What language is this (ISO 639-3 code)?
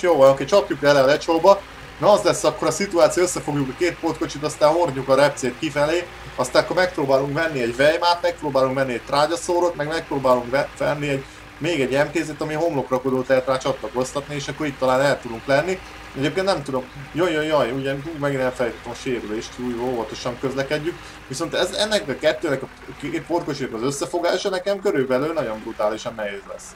hun